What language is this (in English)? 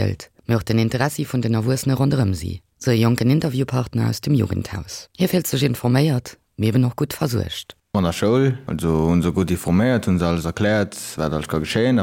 Luxembourgish